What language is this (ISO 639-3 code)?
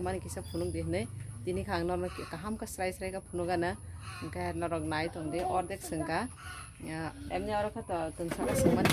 trp